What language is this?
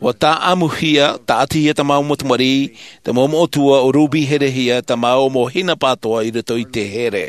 Tahitian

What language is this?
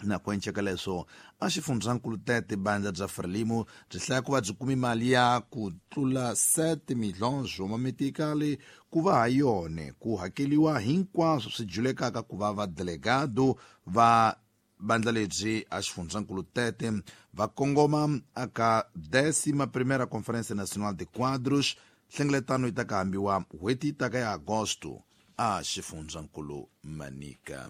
Tsonga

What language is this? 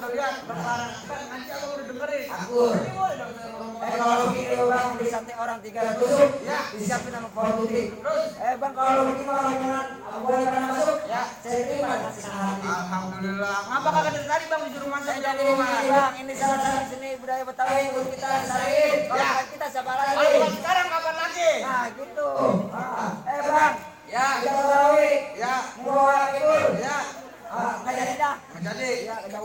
Betawi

